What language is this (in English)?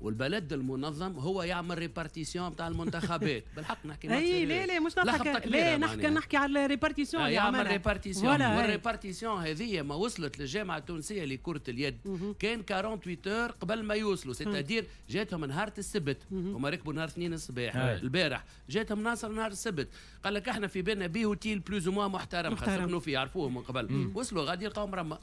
Tunisian Arabic